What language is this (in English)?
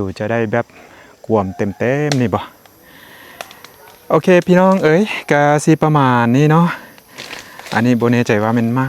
Lao